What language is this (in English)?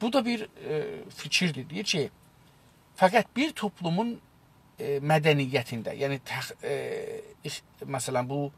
South Azerbaijani